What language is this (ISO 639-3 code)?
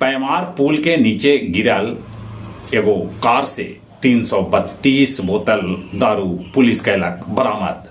mag